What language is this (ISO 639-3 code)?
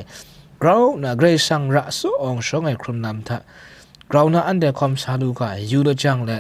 kac